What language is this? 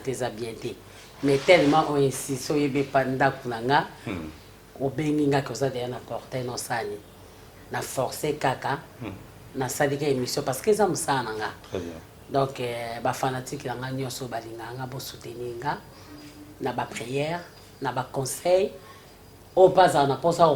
Lingala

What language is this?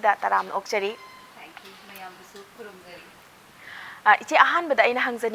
Manipuri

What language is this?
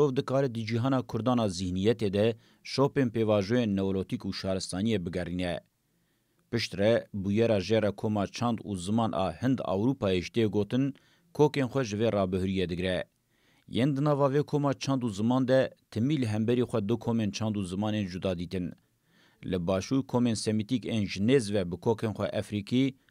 Kurdish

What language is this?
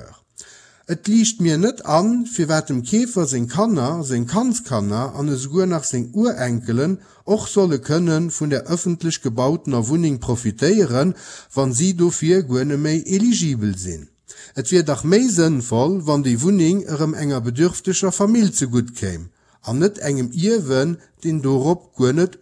Luxembourgish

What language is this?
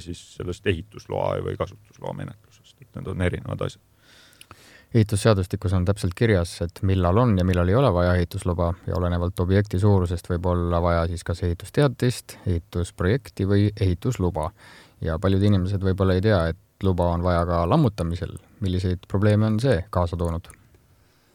Estonian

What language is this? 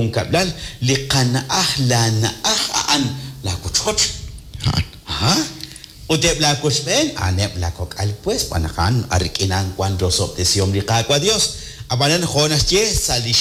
Kekchí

